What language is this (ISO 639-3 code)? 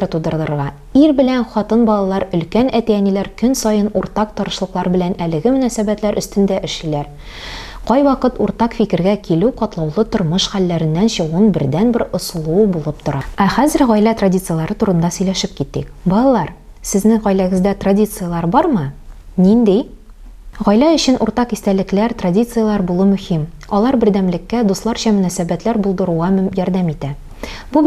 tat